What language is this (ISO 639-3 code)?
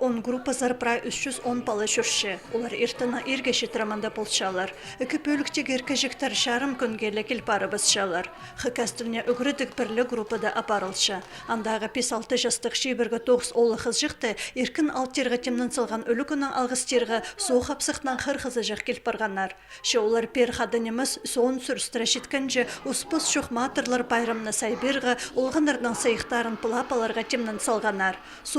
kjh